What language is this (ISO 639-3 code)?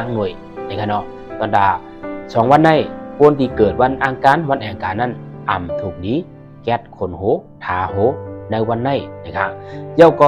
shn